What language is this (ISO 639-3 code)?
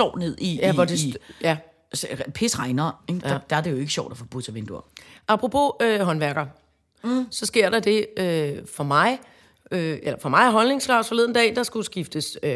dan